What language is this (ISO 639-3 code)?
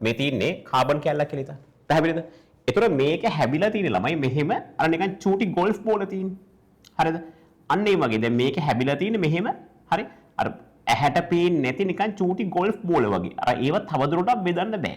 sin